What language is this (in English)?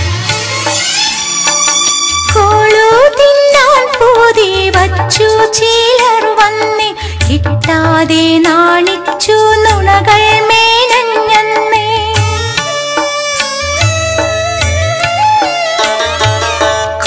Malayalam